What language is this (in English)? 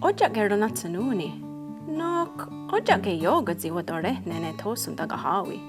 Mohawk